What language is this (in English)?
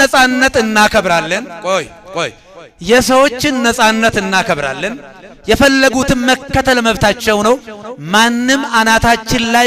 Amharic